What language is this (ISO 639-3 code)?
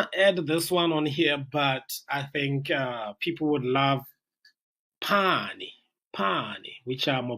tsn